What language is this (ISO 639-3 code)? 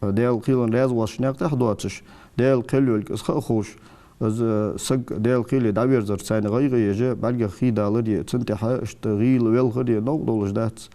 inh